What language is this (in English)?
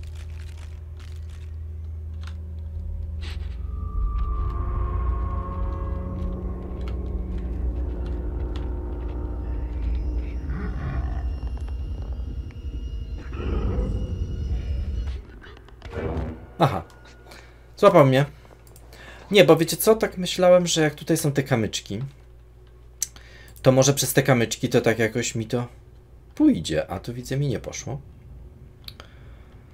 Polish